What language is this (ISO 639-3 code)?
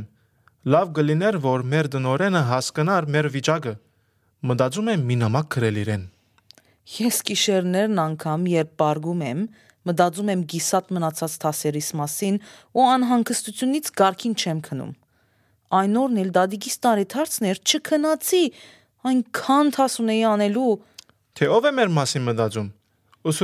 hye